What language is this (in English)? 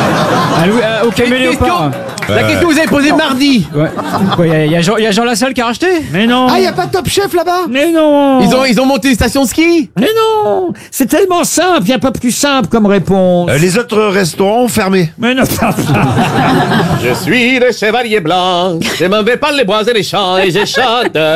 French